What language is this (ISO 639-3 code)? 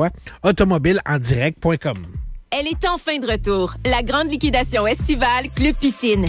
fra